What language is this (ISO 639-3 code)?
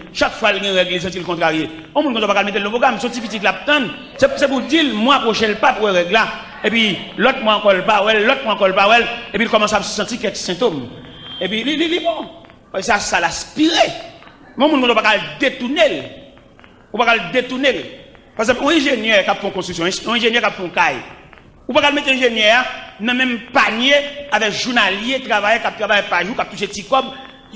hat